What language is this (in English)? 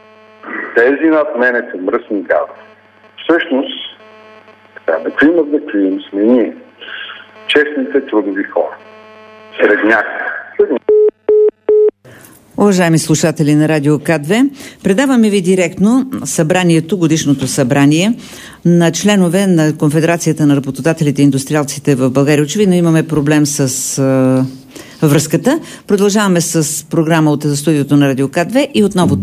Bulgarian